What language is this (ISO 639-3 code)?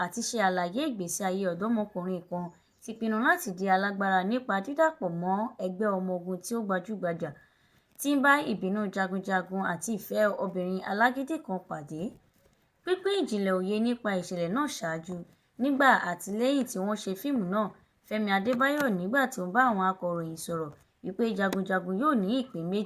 yor